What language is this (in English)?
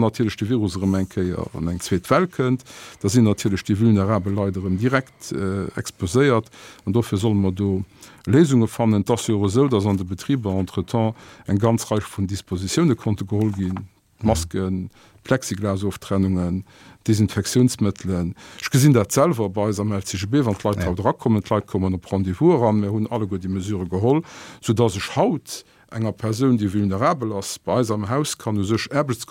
Luxembourgish